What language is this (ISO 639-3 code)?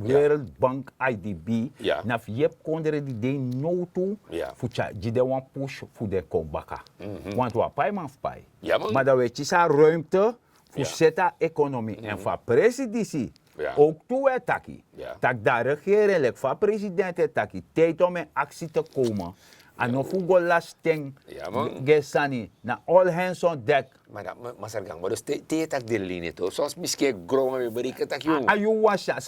srn